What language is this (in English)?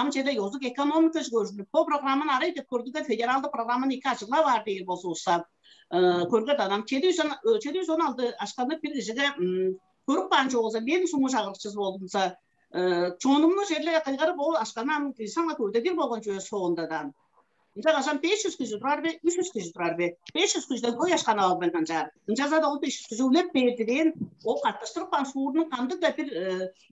Tuvinian